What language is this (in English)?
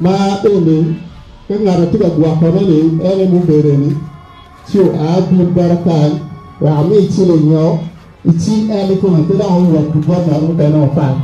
Acoli